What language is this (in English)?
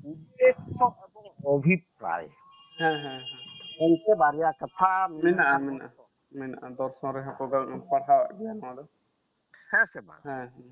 Santali